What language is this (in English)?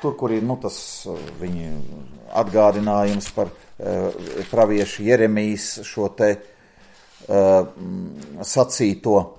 Latvian